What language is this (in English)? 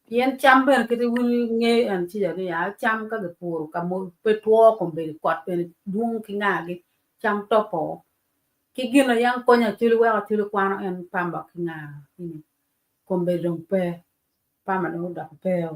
Acoli